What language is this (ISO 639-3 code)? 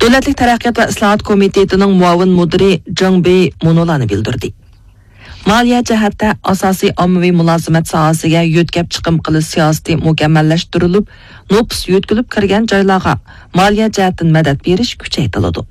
uig